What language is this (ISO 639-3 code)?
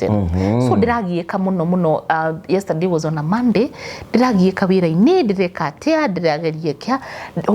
kik